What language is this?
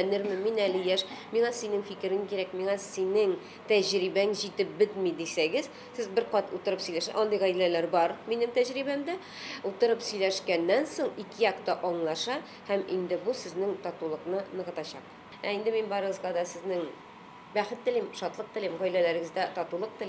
Tatar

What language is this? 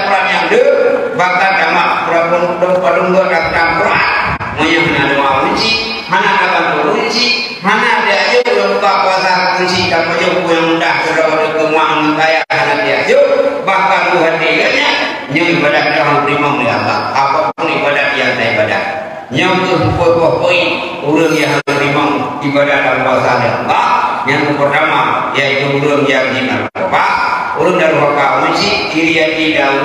Achinese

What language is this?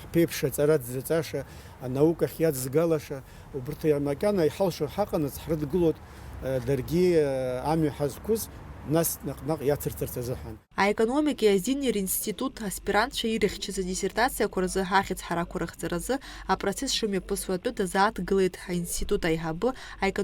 Abkhazian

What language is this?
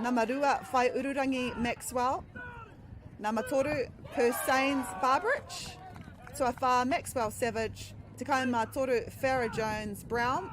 Māori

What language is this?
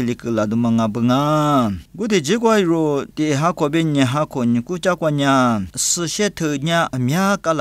Lisu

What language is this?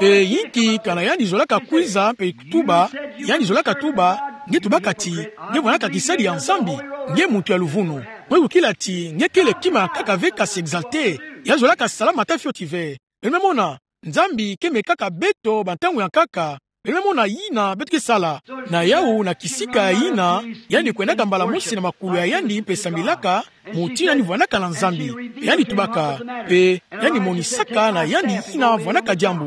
Kituba (Democratic Republic of Congo)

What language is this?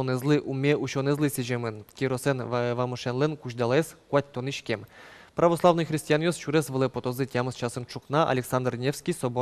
Udmurt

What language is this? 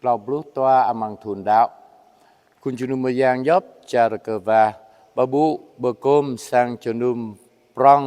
Jarai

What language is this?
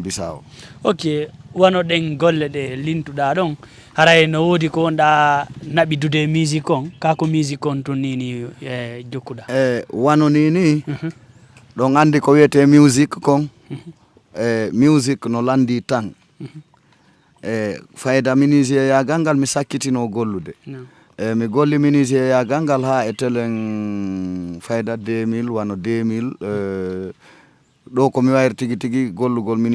Fula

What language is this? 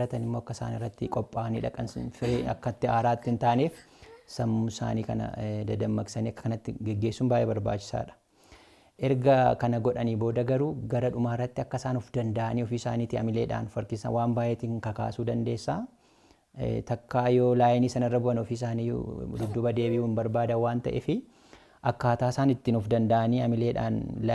Oromo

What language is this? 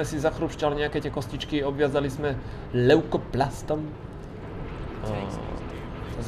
Slovak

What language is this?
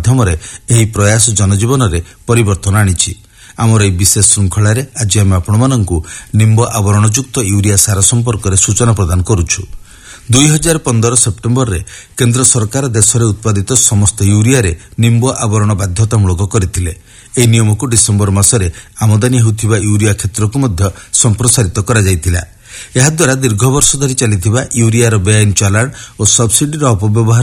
Odia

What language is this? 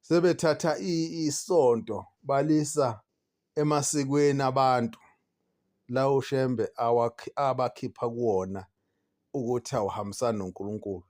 Zulu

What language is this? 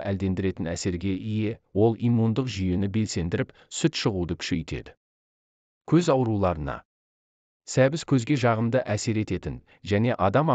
Kazakh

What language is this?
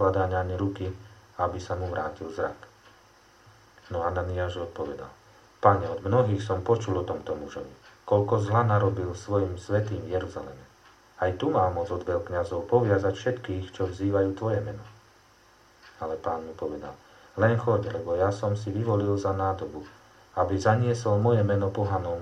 Slovak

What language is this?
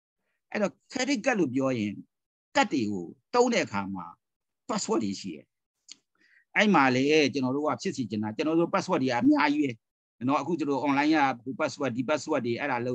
Burmese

